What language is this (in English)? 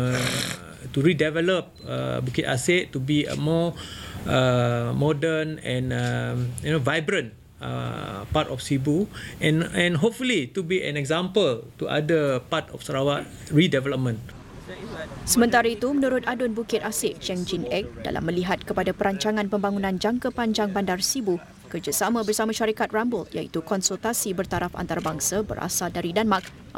Malay